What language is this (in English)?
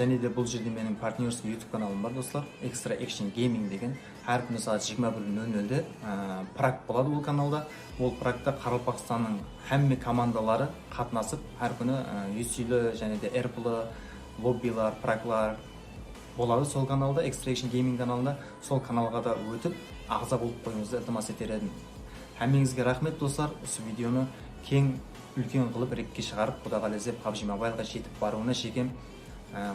Kara-Kalpak